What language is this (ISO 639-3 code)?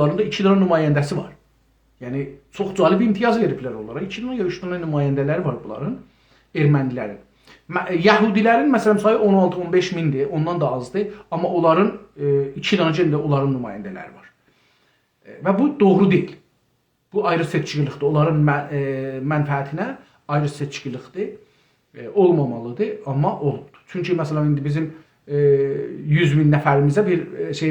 azb